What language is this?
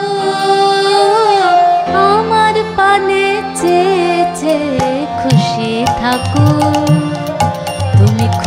Bangla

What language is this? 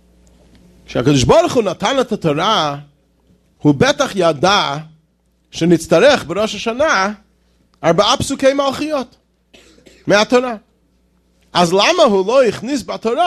Hebrew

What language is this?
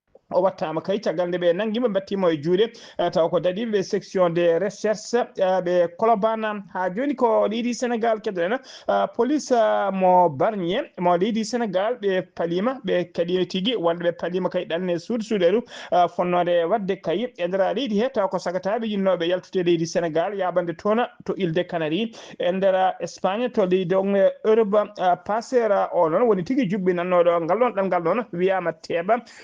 Fula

